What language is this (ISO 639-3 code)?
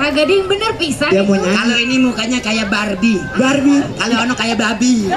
bew